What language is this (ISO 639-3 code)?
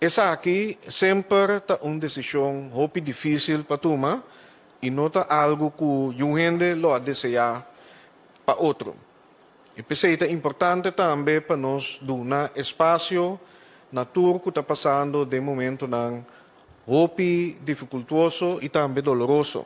pap